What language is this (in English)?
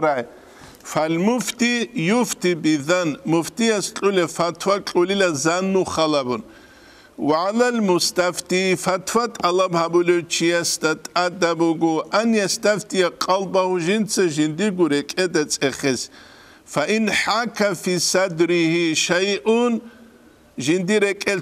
Avaric